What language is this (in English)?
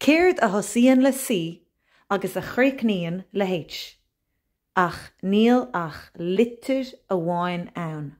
Irish